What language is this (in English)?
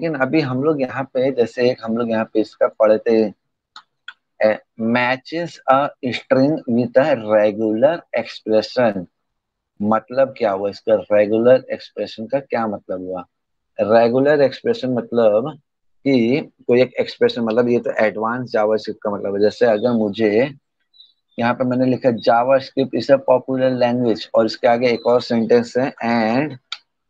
Hindi